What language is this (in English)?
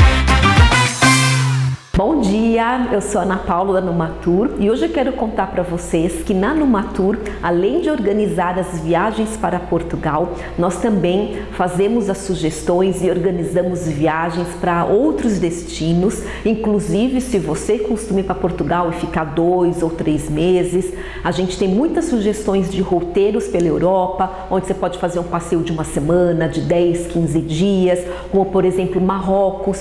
Portuguese